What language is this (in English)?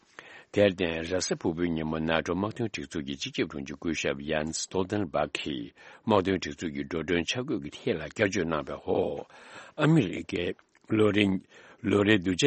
Tibetan